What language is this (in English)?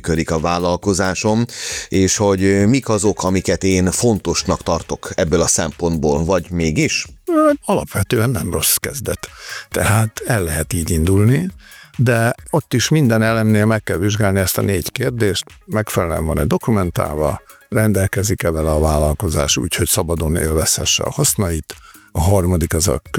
Hungarian